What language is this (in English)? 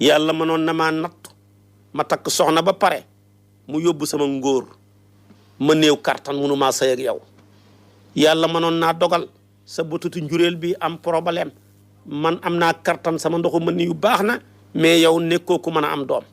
Wolof